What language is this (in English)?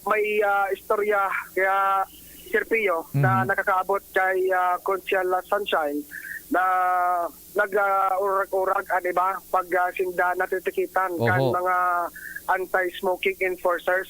Bikol